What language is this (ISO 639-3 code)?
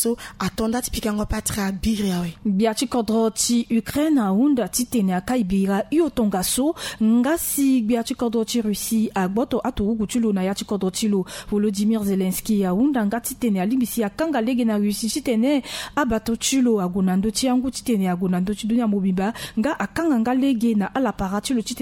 sag